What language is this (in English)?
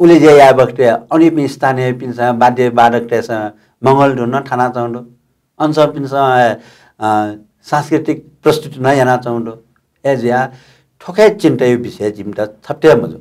Newari